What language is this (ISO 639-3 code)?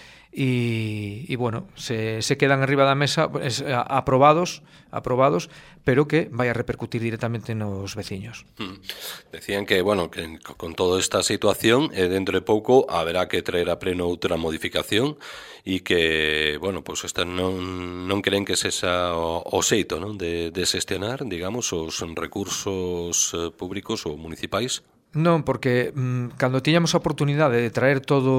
glg